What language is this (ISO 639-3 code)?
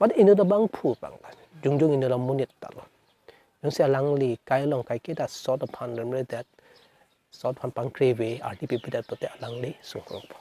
mjw